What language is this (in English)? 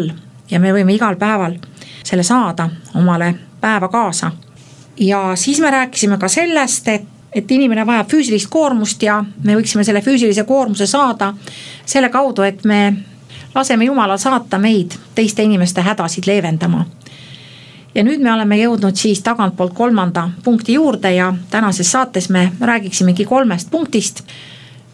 Estonian